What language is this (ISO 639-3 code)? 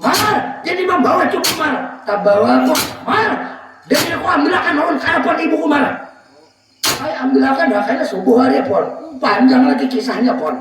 bjn